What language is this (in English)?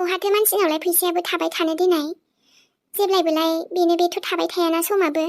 Bodo